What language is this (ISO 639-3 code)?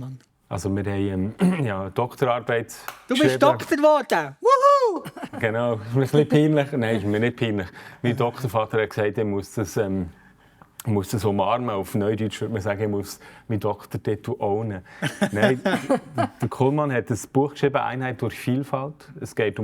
gsw